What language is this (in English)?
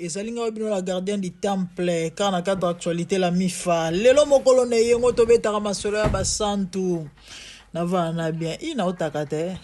Lingala